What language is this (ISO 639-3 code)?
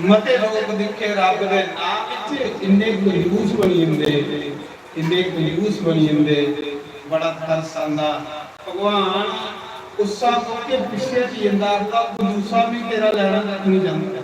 doi